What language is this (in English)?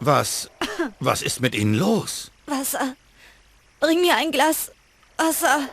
Bavarian